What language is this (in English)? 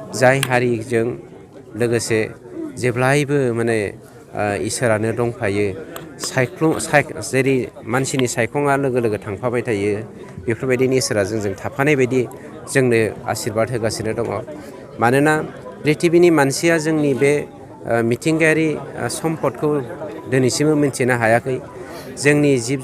Bodo